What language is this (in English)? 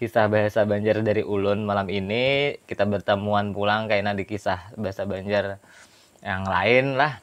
Banjar